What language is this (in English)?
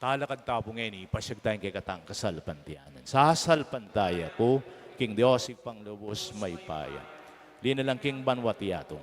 Pampanga